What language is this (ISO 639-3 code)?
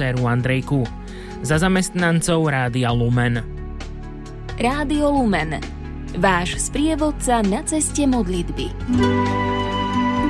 slk